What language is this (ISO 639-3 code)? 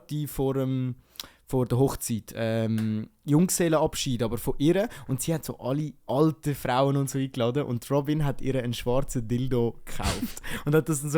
gsw